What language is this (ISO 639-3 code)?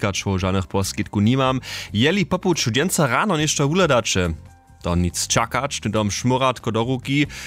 hsb